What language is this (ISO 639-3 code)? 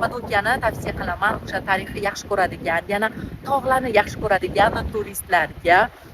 uzb